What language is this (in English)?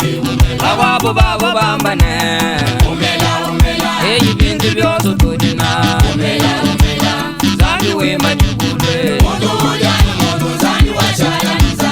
Luba-Lulua